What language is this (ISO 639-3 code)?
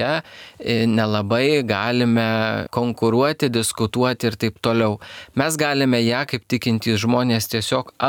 lit